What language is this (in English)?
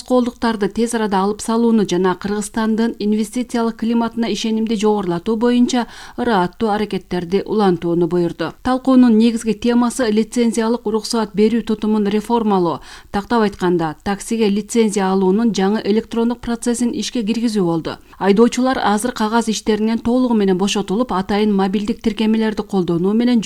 Kyrgyz